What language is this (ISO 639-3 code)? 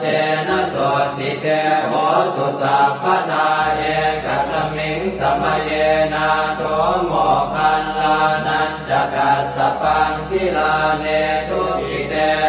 pli